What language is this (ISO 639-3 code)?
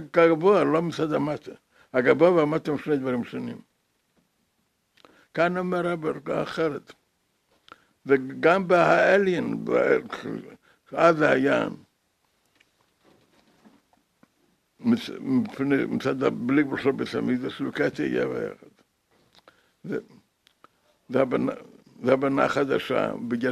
heb